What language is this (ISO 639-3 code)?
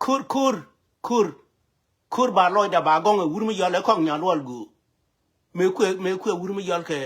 nus